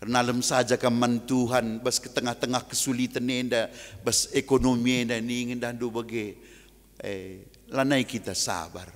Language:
Batak Karo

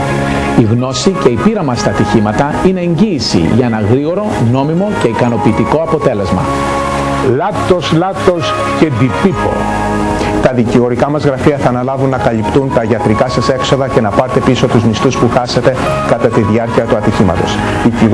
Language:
Greek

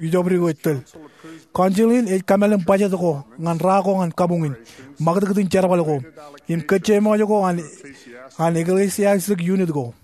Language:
Marshallese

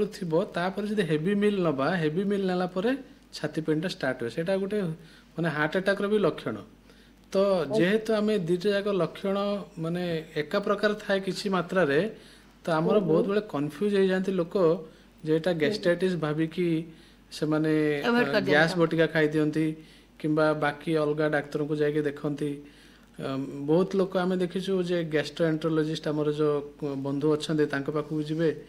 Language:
Odia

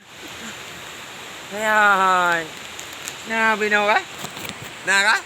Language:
Achinese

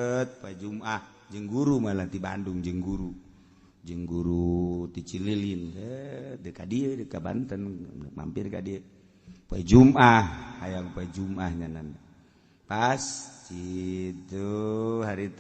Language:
Sundanese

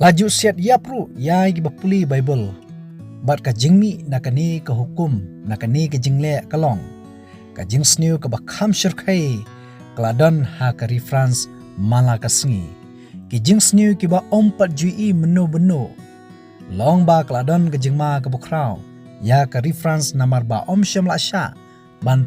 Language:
Khasi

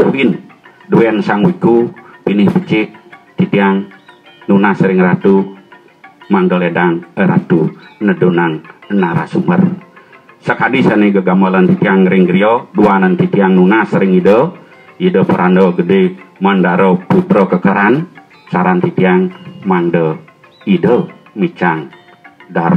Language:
Balinese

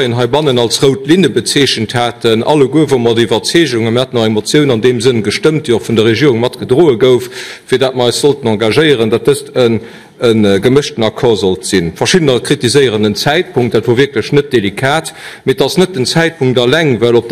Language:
Luxembourgish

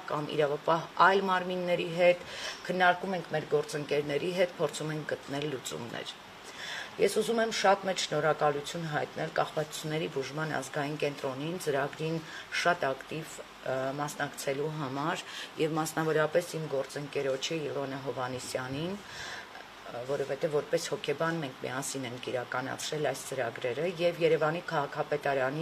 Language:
Armenian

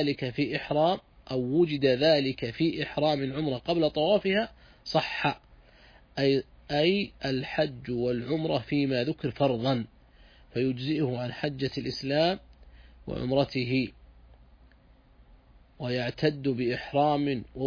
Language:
Arabic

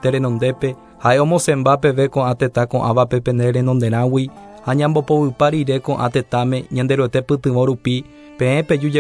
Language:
Guarani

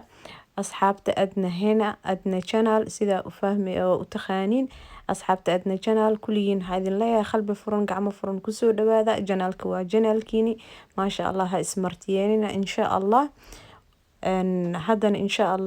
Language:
Somali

